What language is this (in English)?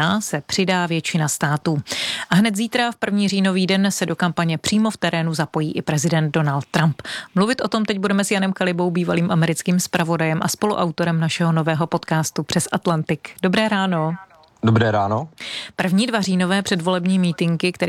Czech